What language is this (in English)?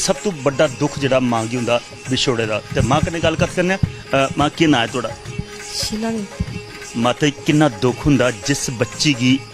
Dogri